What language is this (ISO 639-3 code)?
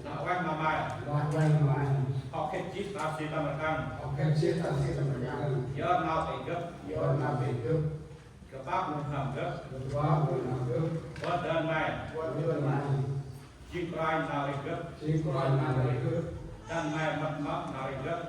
cmo